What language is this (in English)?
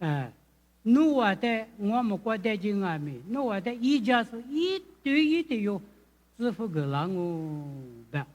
Lisu